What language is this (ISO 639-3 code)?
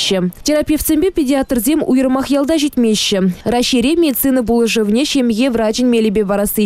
chv